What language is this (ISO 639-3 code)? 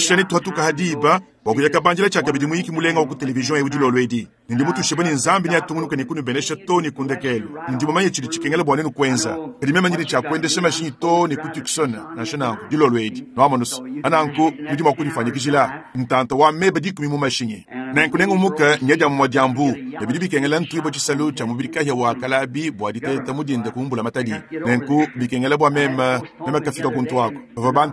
lua